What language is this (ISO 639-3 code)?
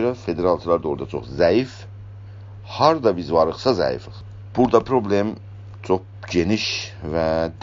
azb